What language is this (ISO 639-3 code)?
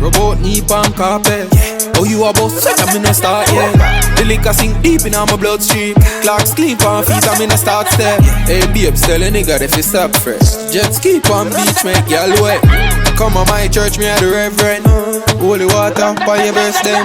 jam